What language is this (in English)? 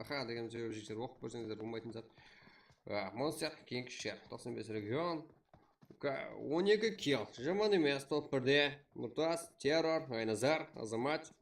Kara-Kalpak